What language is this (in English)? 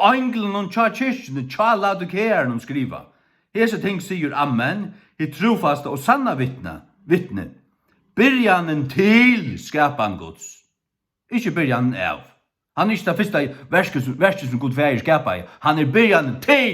Faroese